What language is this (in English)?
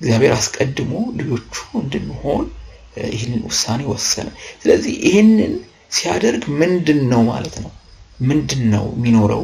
Amharic